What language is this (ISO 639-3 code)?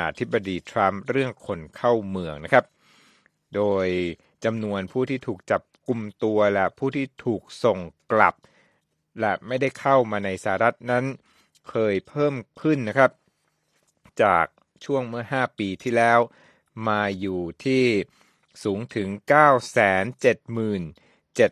tha